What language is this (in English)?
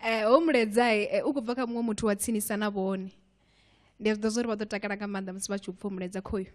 Venda